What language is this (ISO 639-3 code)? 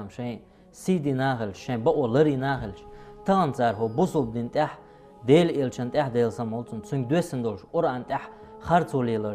che